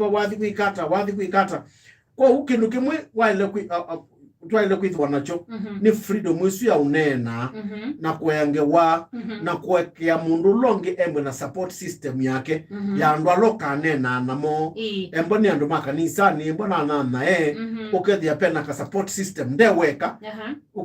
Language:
Kamba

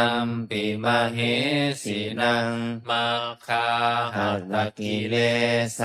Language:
Pali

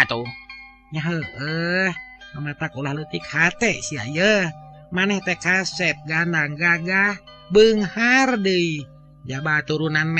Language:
Sundanese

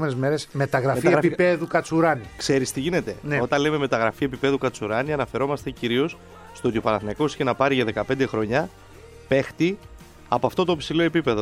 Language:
Greek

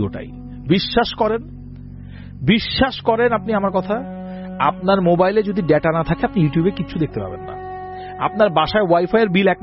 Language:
Bangla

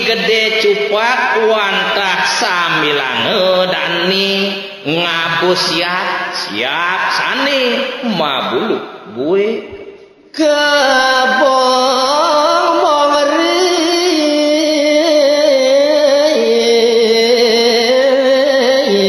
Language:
Balinese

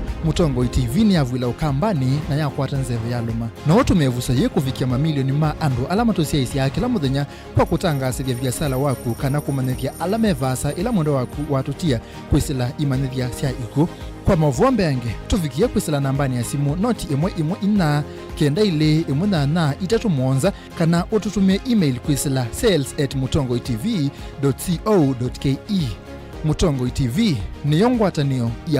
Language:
Kamba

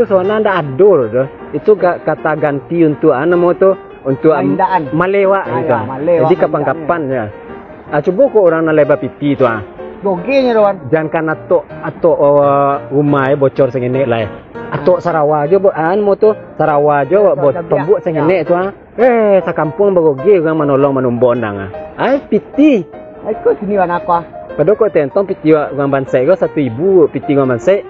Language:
Minangkabau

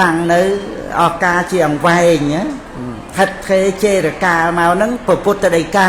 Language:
Khmer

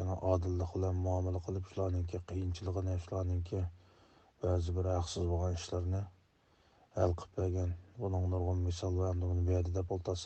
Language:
Uyghur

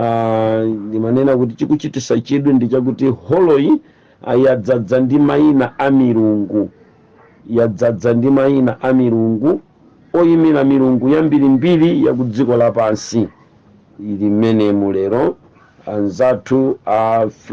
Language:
Nyanja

